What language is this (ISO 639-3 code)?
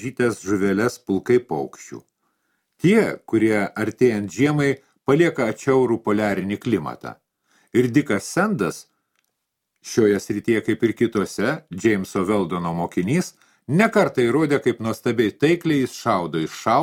lit